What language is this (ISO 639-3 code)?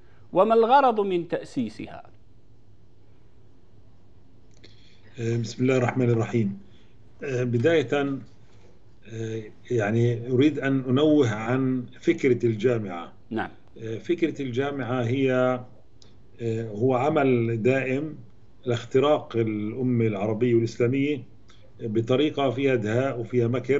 ara